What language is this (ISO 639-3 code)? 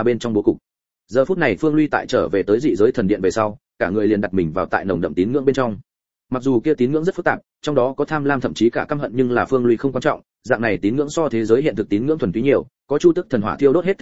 vie